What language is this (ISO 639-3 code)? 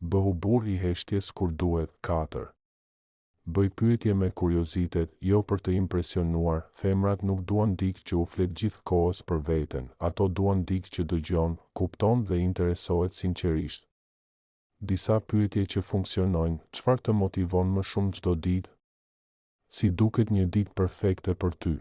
sqi